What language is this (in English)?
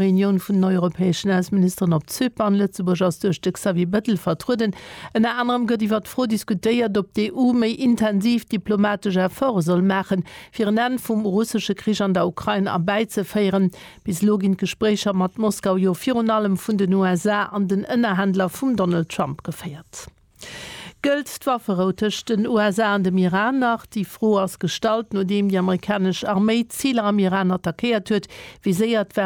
Luxembourgish